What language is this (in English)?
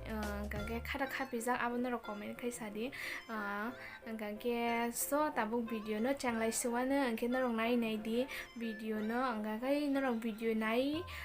Kok Borok